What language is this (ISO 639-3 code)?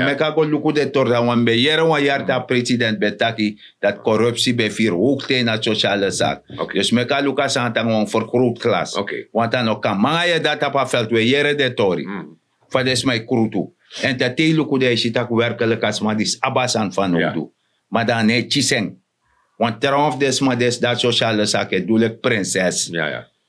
srn